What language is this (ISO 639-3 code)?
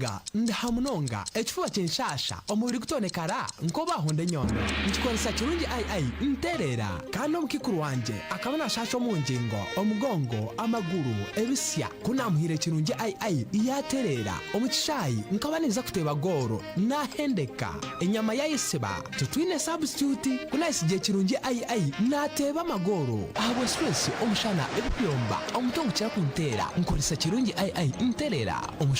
nyn